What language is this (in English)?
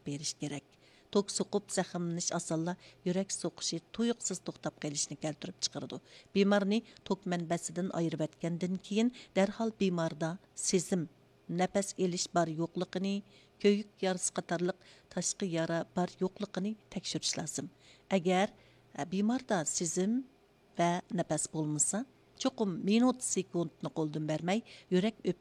Uyghur